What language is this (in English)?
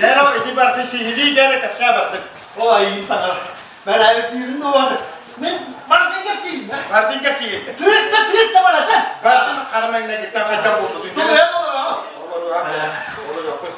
Yakut